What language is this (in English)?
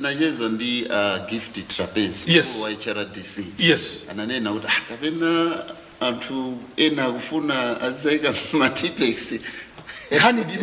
Nyanja